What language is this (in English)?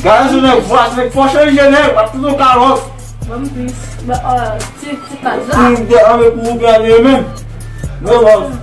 Haitian Creole